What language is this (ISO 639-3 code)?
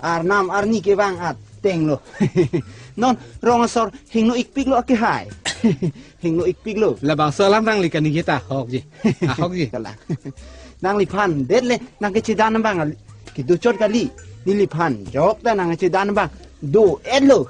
mjw